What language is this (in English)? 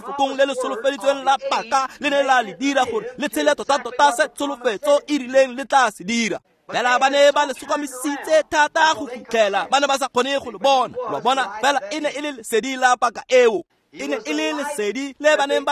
Tswana